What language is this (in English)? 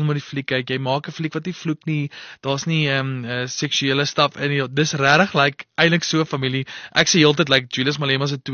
Afrikaans